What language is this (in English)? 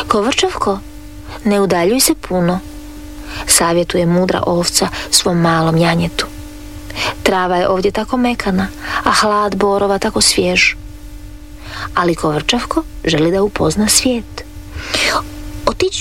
Croatian